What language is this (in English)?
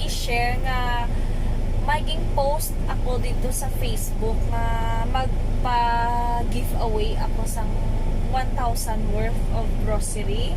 Hiligaynon